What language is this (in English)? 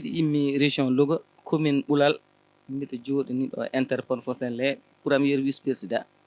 Fula